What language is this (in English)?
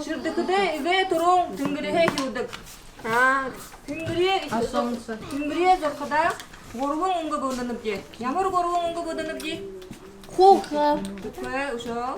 Buriat